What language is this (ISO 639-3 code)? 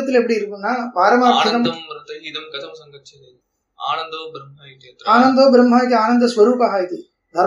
tam